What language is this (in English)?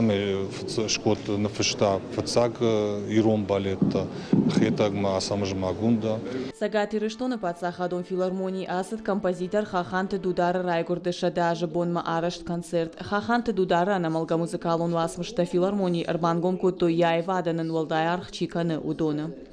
Ossetic